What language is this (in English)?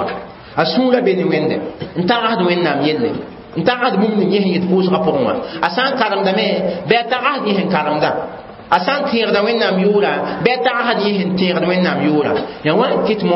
Mossi